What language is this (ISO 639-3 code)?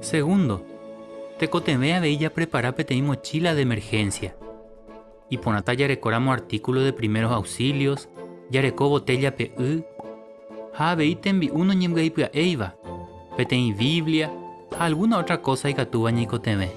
grn